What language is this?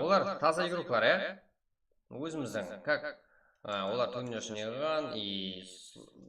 Kara-Kalpak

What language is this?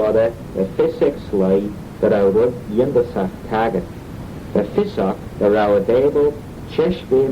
Manx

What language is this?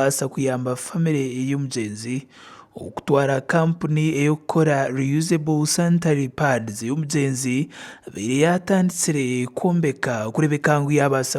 Nyankole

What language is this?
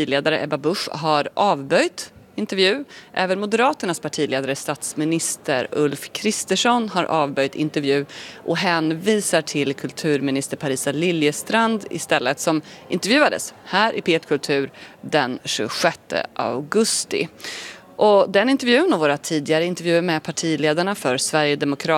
Swedish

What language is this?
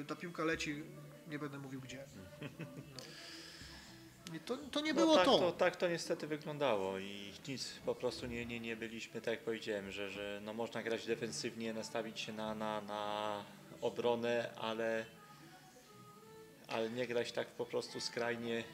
Polish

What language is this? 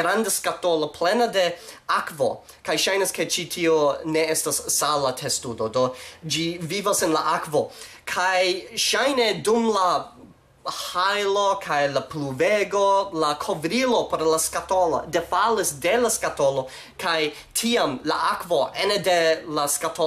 Esperanto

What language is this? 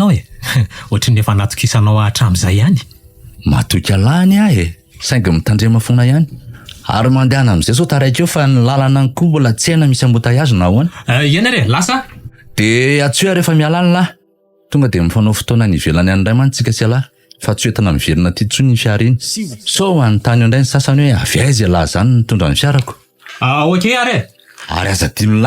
Malagasy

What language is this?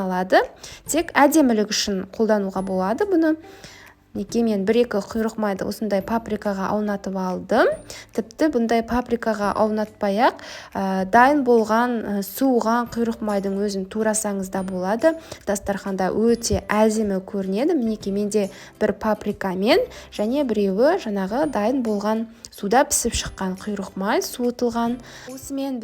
Kazakh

